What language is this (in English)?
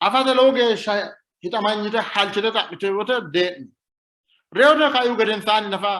Sidamo